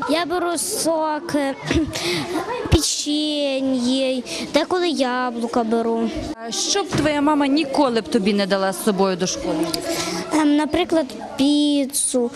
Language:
Ukrainian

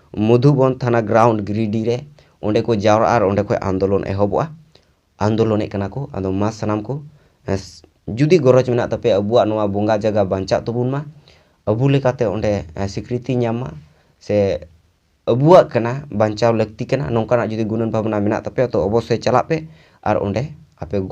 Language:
Santali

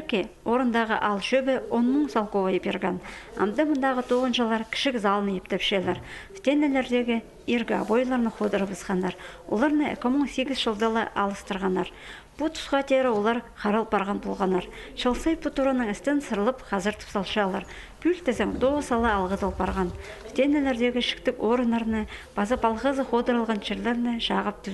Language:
Khakas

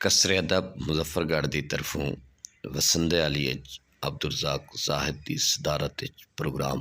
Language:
Saraiki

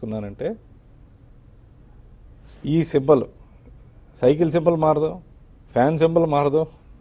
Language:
Telugu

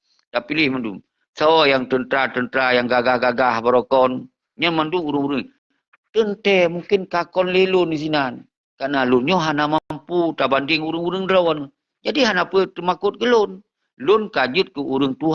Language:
Achinese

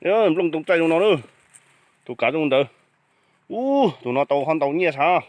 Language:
Hmong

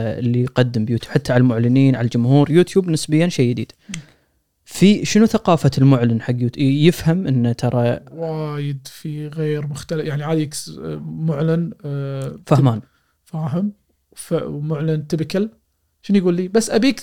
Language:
Gulf Arabic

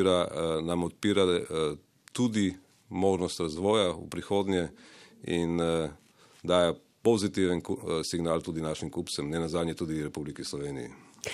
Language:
Slovenian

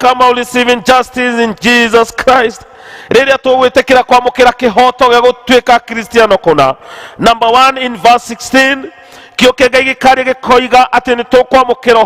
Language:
Kikuyu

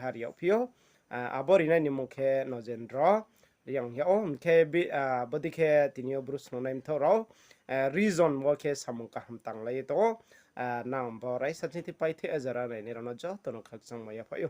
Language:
Riang (India)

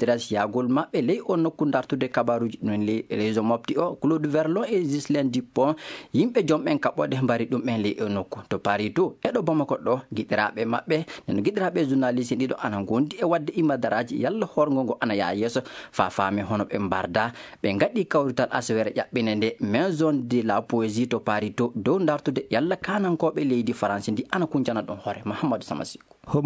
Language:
Maasina Fulfulde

